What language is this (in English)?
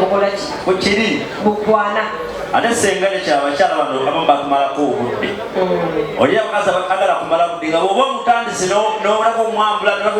Ganda